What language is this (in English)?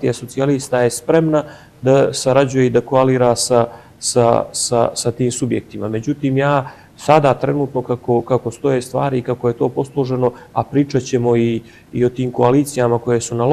Bosnian